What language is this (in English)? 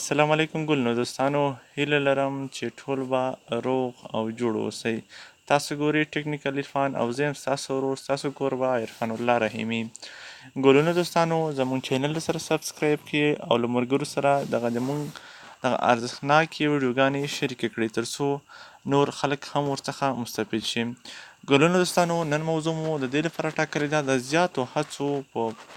Pashto